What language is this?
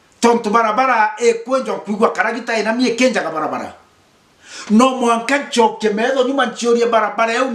Meru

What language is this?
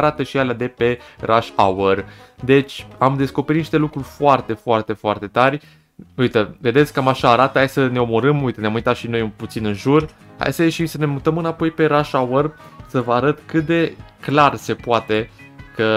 Romanian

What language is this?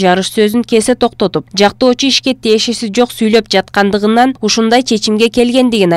Kyrgyz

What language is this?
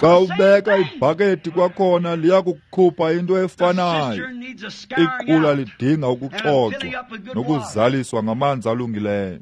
Xhosa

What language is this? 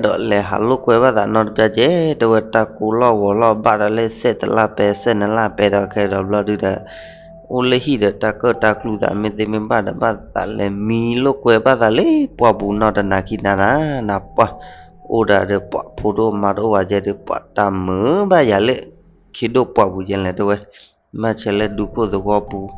S'gaw Karen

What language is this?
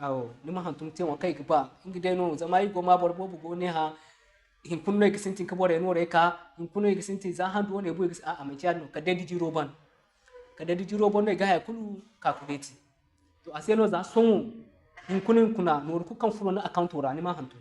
Zarma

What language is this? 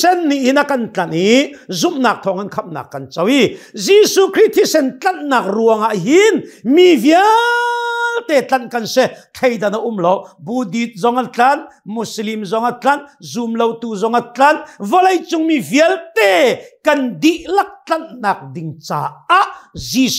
Hakha Chin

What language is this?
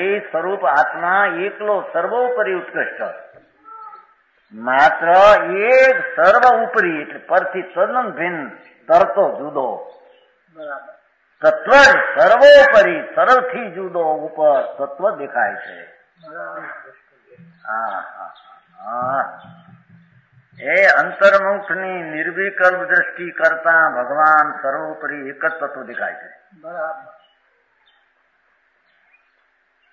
Gujarati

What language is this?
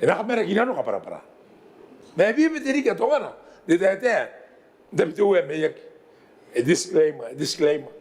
Gilbertese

